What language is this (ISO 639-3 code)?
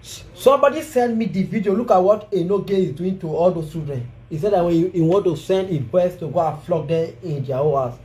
pcm